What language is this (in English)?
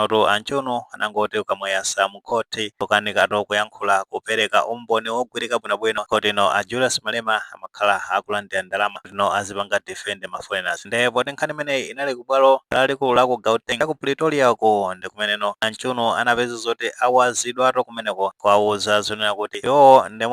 Nyanja